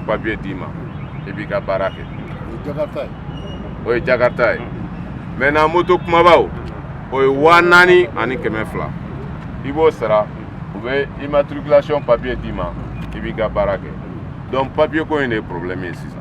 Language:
Bambara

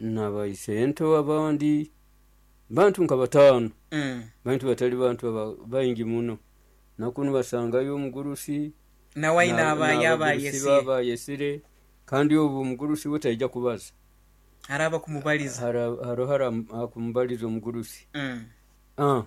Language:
Nyoro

